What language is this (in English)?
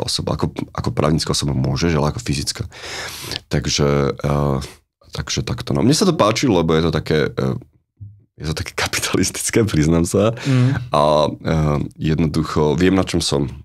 Slovak